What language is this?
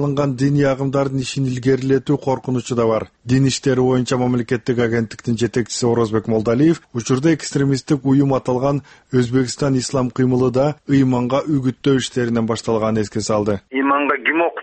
Kyrgyz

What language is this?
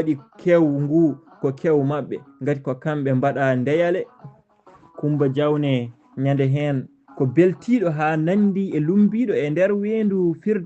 Fula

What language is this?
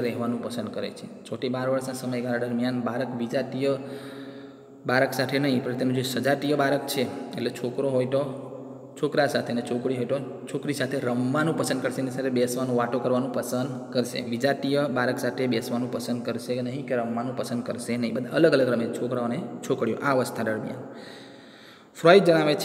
Gujarati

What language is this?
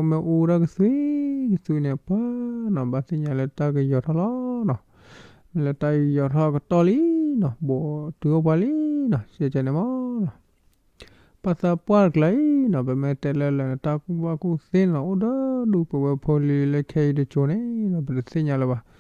S'gaw Karen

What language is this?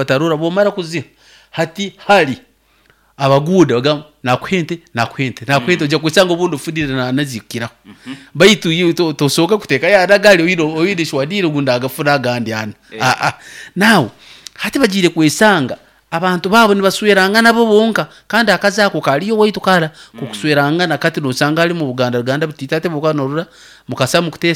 Nyoro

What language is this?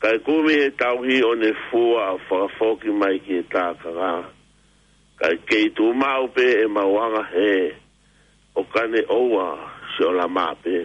Tongan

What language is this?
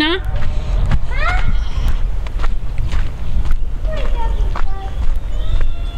Romanian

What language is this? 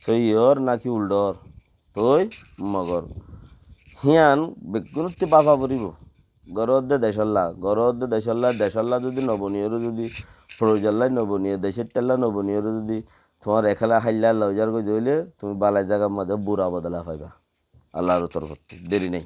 Rohingya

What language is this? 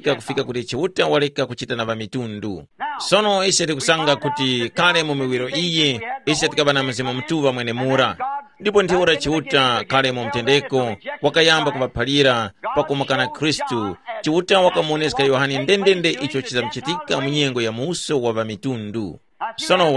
Tumbuka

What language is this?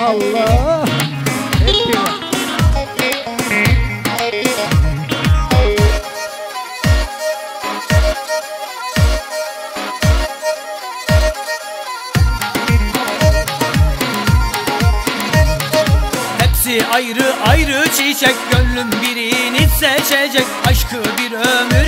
Turkish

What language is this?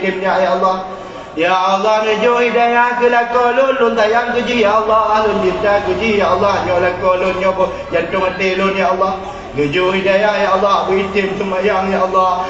Achinese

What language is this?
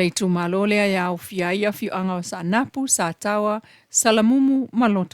Samoan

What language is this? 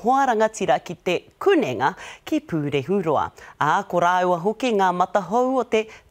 Māori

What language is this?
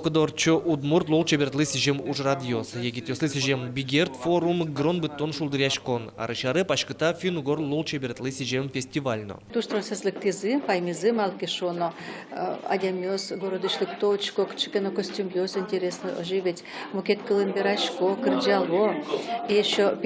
Udmurt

